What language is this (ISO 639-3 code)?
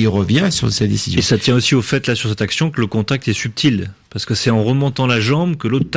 fra